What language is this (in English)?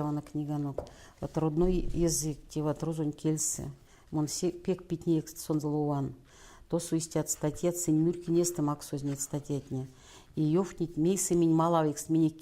Erzya